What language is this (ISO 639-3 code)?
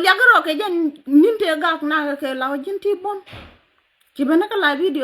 nus